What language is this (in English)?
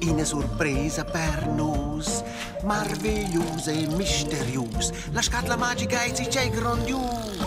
Romansh